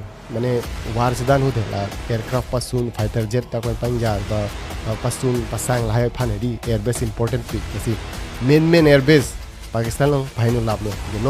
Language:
Karbi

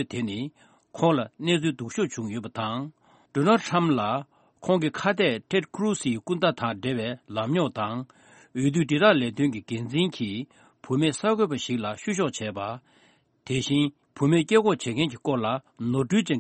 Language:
Tibetan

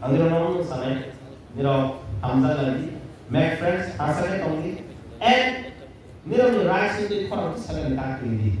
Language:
Kok Borok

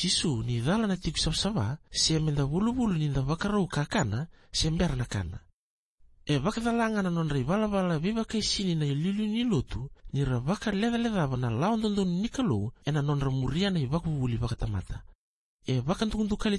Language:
Fijian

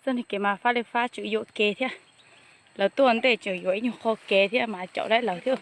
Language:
Hmong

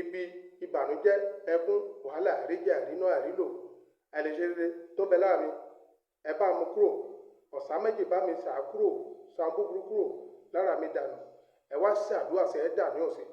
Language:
Yoruba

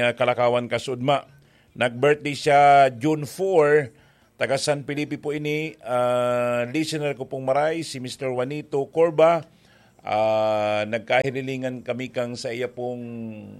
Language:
Bikol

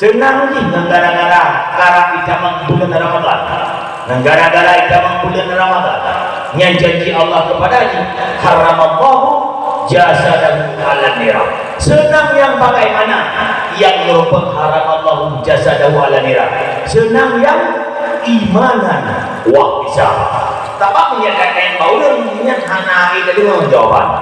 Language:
Achinese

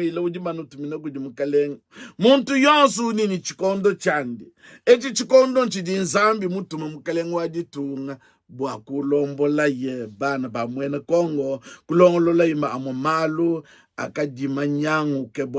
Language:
Luba-Lulua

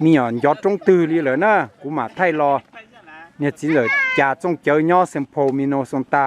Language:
Hmong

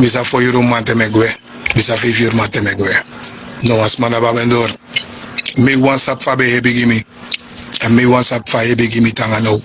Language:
Sranan Tongo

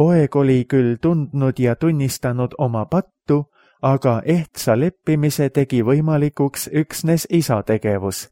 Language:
Estonian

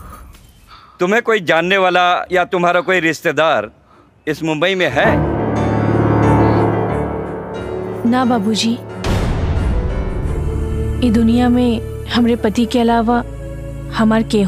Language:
Bhojpuri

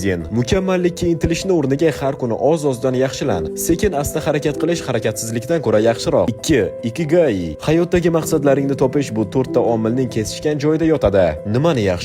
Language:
Uzbek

